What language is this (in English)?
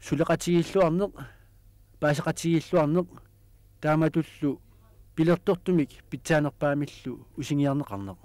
Kalaallisut